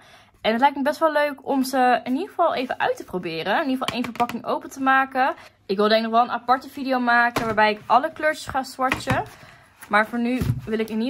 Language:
Dutch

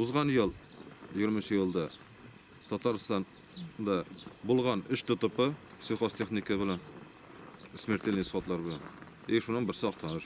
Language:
Tatar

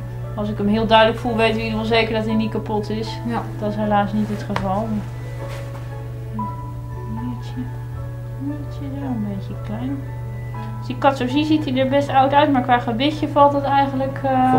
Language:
Dutch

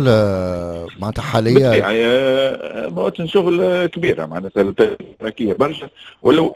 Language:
Tunisian Arabic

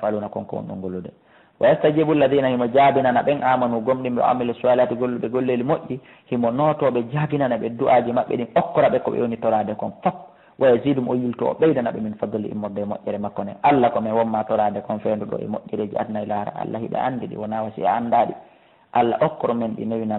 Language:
Fula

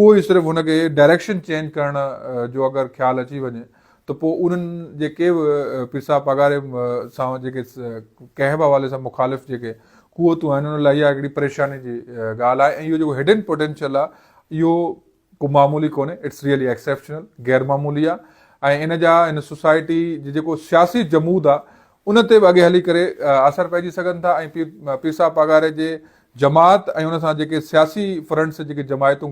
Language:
Sindhi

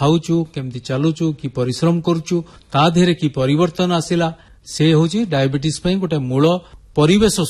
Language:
Odia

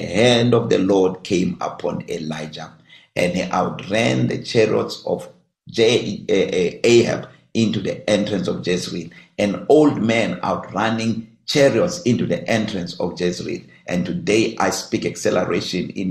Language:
English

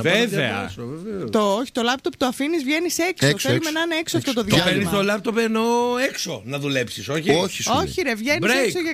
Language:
Greek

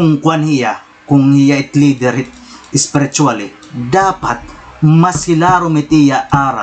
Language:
Waray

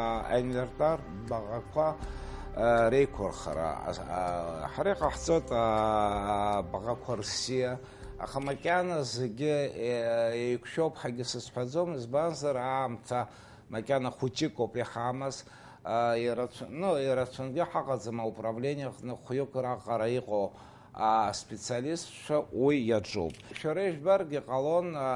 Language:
Abkhazian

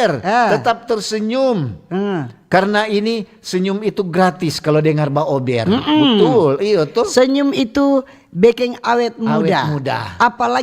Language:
Manado Malay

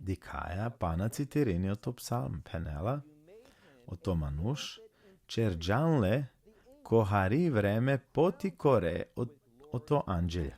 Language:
Balkan Romani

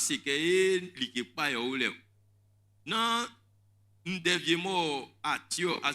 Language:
Baoulé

